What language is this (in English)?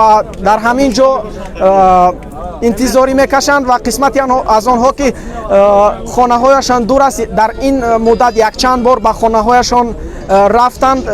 Tajik